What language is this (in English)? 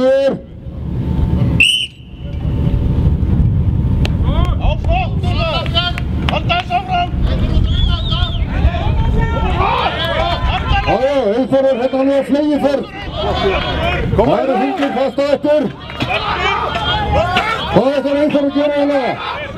Icelandic